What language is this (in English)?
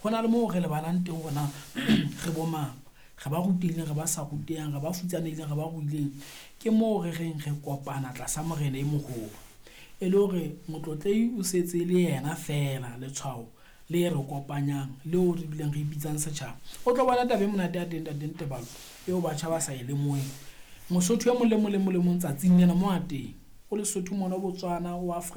Southern Sotho